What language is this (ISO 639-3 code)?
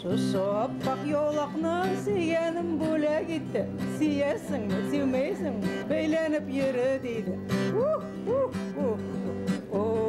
bak